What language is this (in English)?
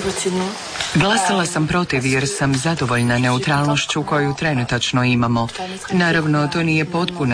Croatian